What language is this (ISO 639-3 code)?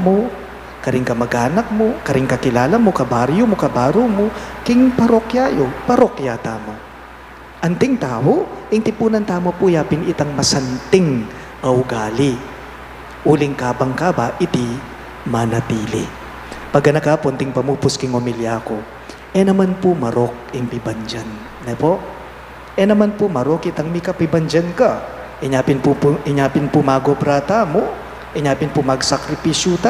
pam